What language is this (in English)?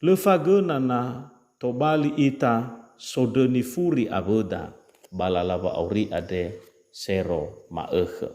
Nias